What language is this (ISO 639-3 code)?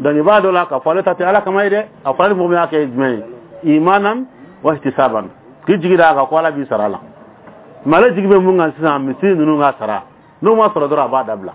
bam